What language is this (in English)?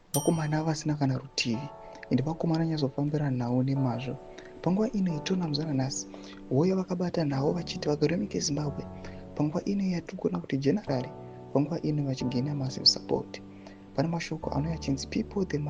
Shona